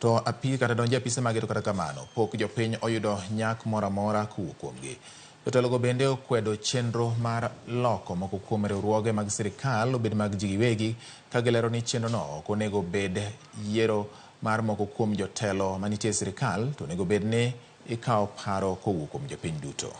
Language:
Luo (Kenya and Tanzania)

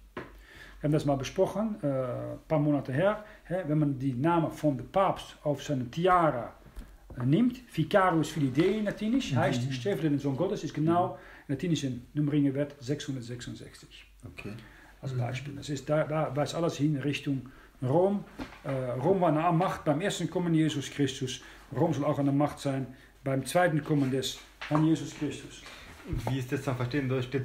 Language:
German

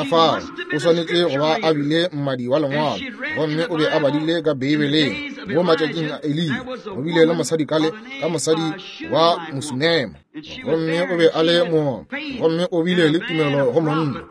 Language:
Northern Sotho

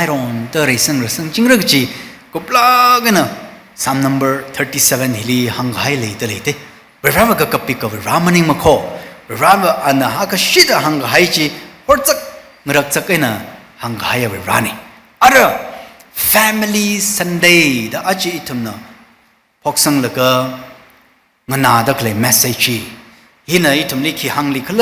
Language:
Tangkhul Naga (India)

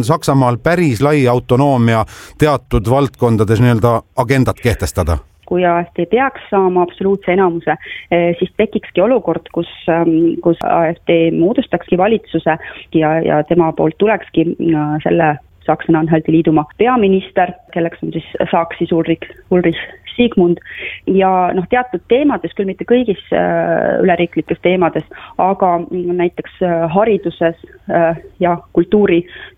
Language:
Estonian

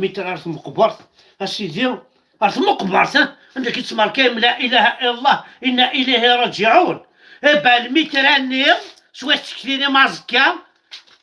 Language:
Kabyle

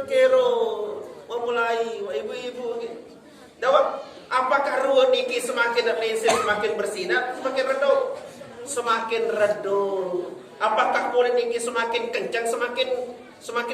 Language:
Sasak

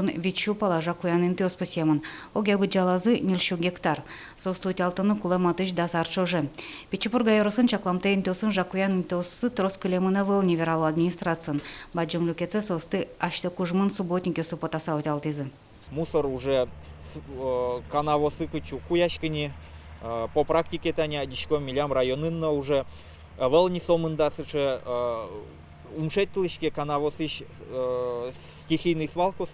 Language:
Udmurt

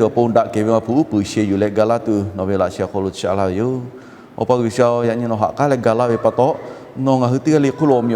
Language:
Lahu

